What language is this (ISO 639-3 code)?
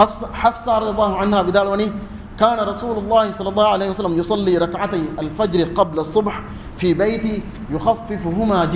div